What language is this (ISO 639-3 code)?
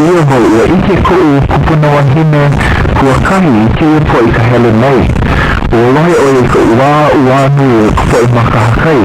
haw